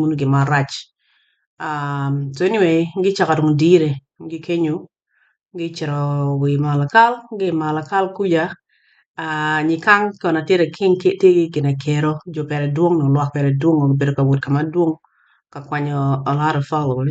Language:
Acoli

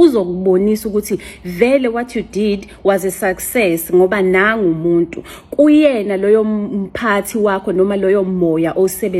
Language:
Zulu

